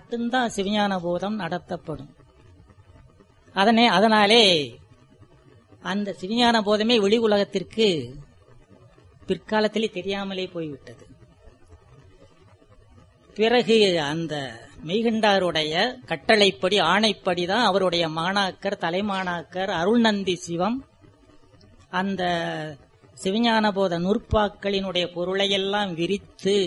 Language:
Tamil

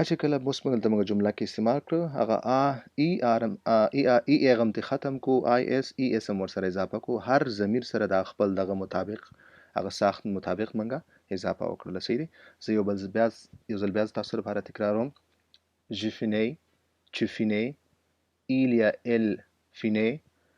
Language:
Pashto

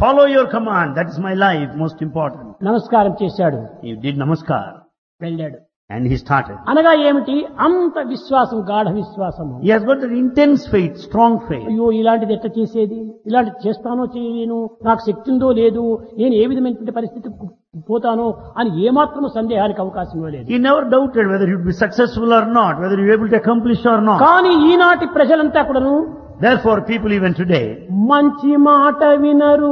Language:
Telugu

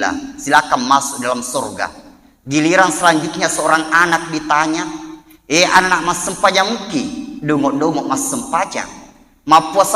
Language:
Buginese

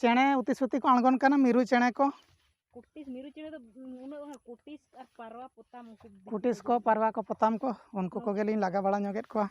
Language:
Santali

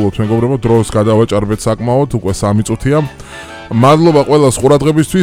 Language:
Georgian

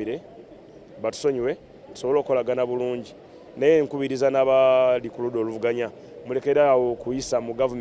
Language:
Ganda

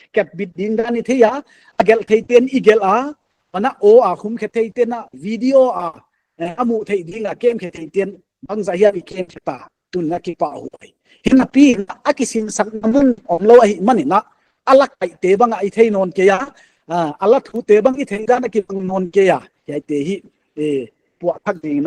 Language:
Paite Chin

